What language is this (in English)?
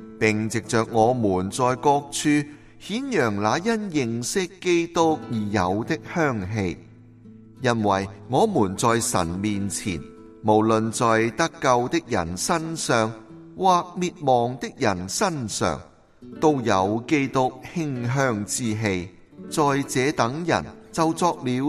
Cantonese